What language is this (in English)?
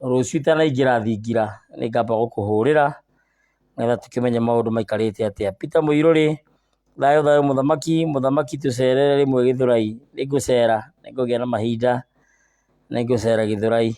Kikuyu